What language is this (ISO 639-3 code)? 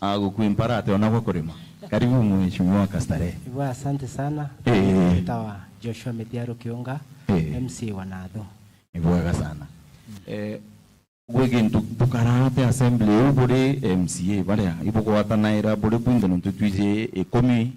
mer